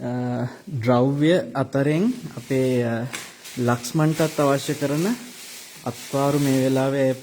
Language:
Sinhala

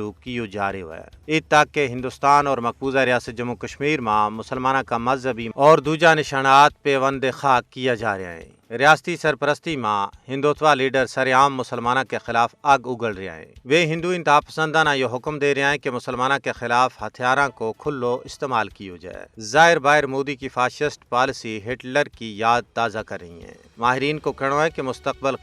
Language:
Gujari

